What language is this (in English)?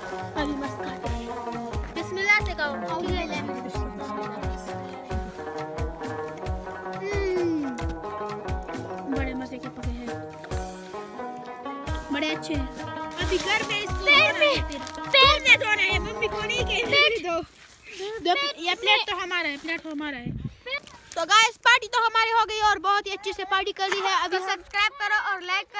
Hindi